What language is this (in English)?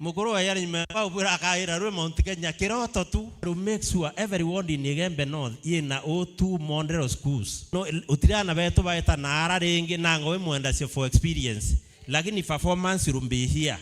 Meru